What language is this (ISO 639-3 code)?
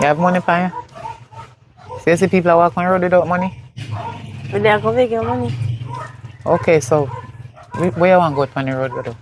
jam